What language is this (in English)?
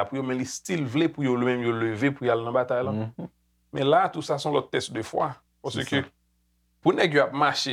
Haitian Creole